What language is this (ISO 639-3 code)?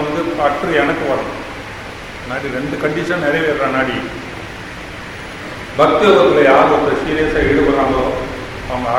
tam